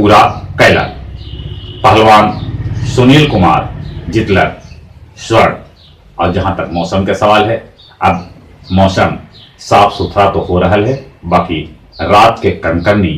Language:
Magahi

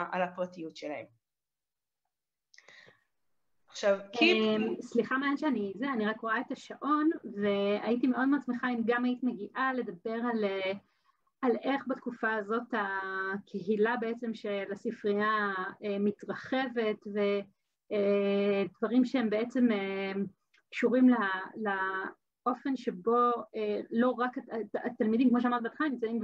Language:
Hebrew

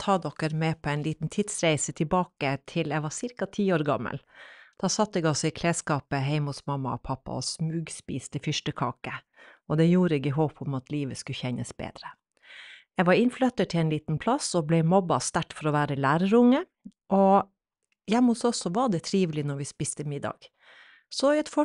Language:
Norwegian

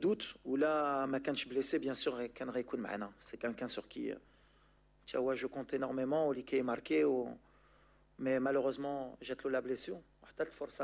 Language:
Moroccan Arabic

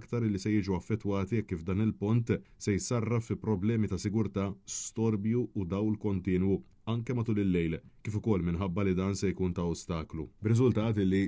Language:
Maltese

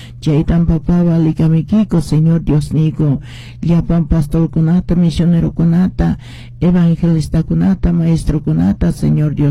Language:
Quechua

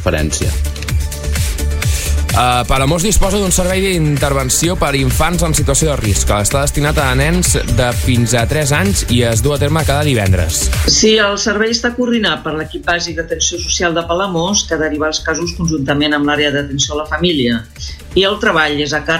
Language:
Catalan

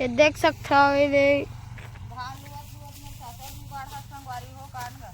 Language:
Chhattisgarhi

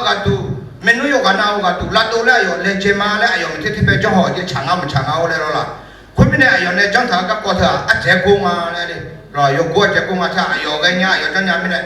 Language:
Akha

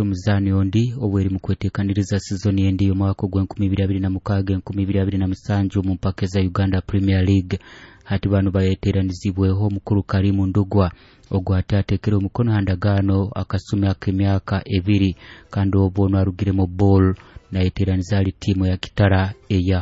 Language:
Nyoro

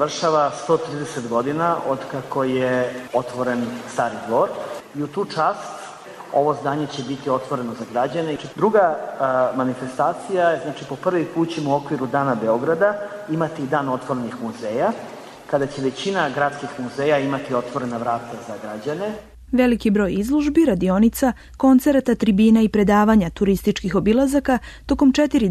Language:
Serbian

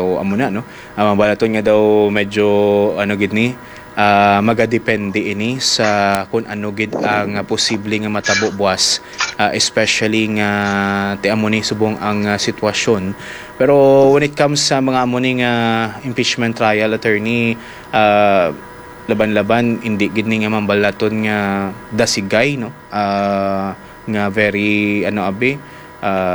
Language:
Hiligaynon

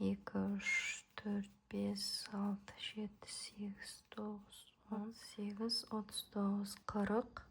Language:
Kazakh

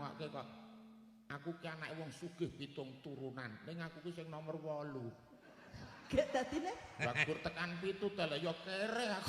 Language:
Javanese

